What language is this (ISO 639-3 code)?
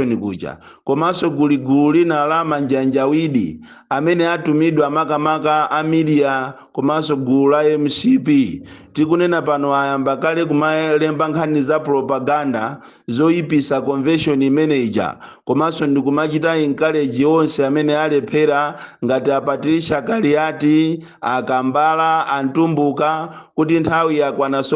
nya